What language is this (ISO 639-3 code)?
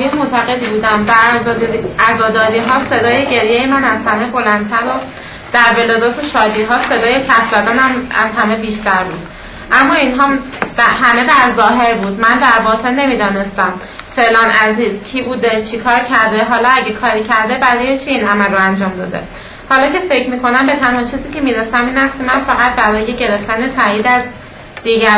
fas